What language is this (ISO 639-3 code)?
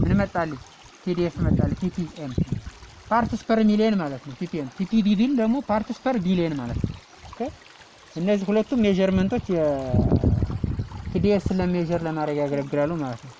amh